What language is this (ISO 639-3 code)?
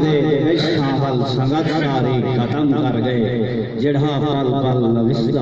skr